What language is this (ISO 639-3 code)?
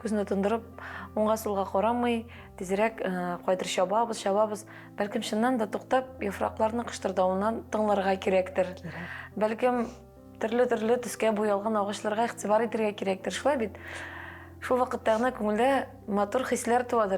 tat